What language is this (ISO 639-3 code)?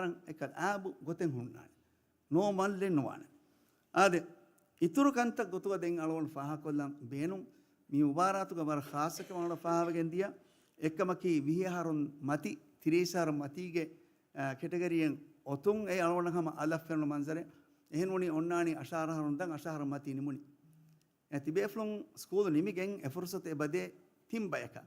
div